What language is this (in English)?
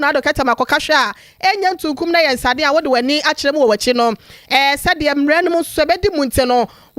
Akan